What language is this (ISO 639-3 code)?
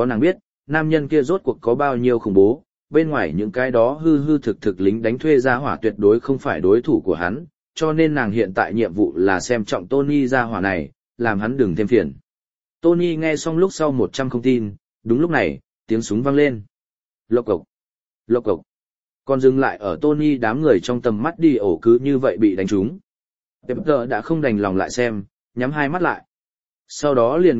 vie